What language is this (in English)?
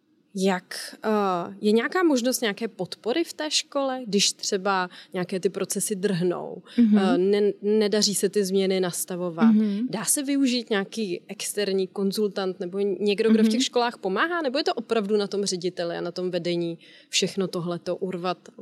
Czech